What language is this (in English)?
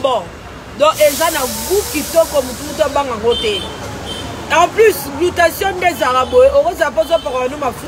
Lingala